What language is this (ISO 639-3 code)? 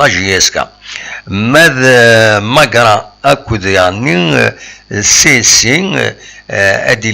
kab